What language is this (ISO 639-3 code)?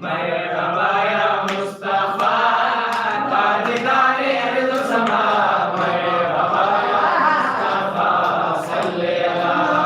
skr